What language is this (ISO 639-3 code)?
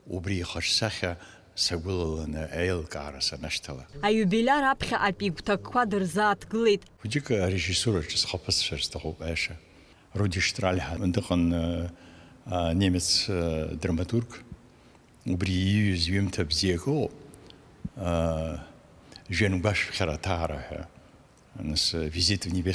abk